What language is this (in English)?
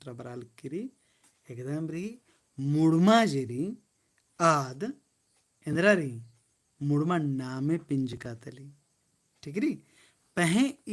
Kurukh